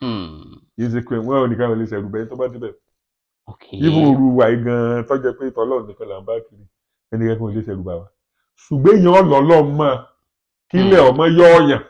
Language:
Yoruba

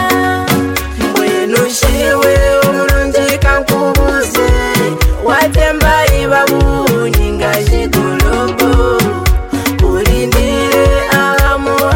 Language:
Kinyarwanda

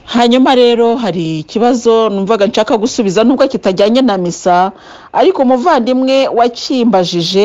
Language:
Kinyarwanda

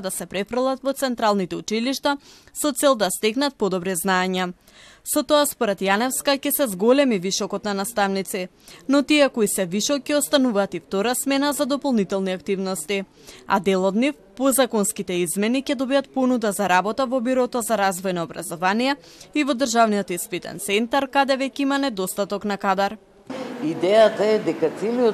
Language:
Macedonian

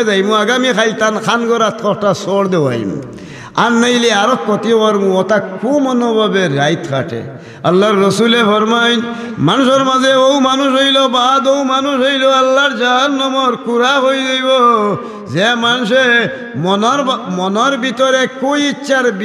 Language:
Sylheti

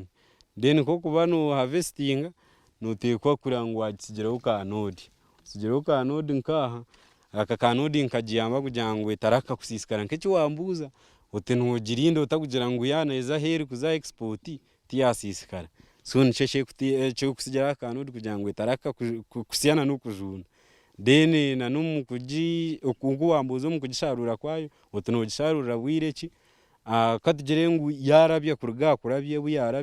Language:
Nyankole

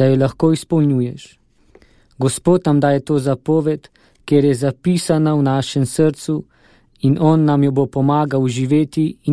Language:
Slovenian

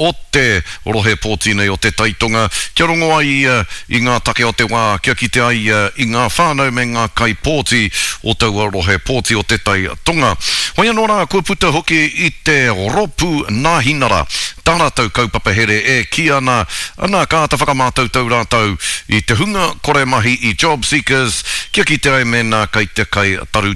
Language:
Māori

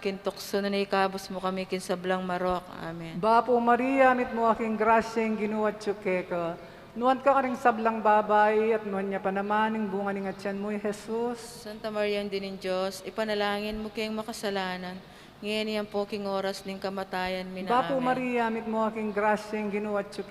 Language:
Pampanga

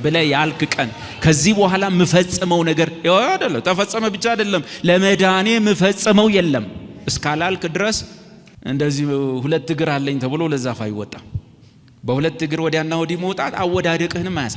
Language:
Amharic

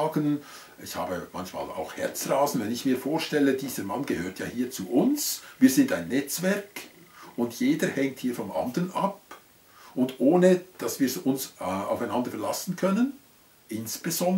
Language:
Swiss German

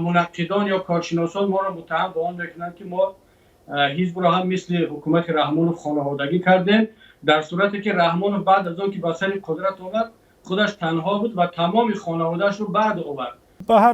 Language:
Tajik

